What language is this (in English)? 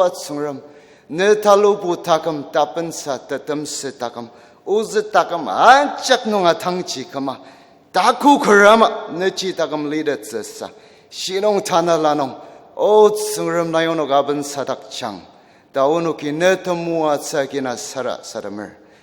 Ao Naga